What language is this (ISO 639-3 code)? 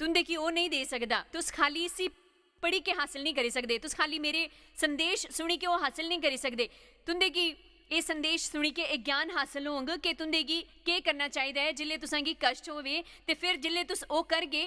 doi